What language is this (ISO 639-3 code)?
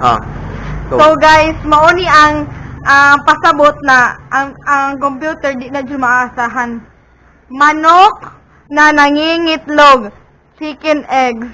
ceb